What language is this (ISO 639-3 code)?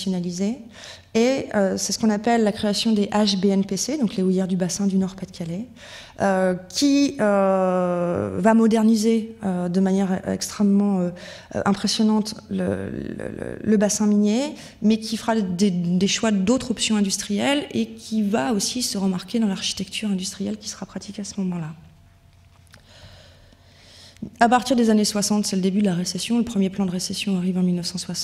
fra